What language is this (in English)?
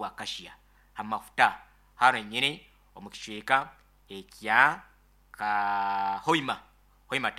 Nyankole